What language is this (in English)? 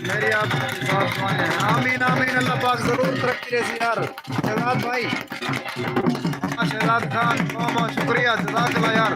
Saraiki